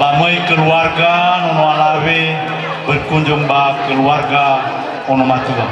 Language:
Nias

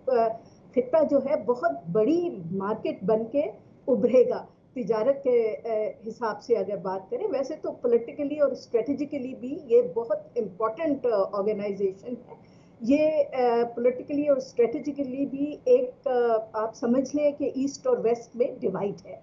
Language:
Urdu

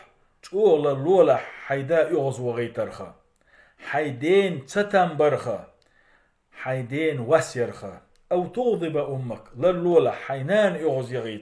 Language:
Chechen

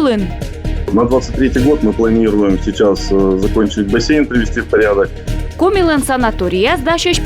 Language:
Komi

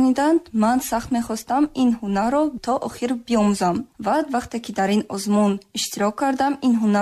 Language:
Tajik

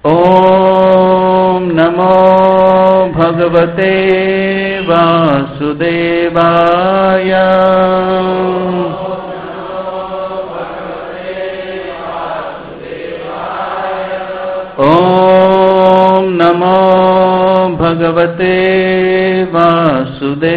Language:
Hindi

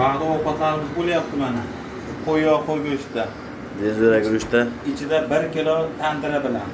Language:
Uzbek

